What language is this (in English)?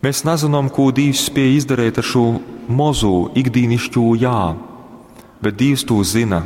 Latgalian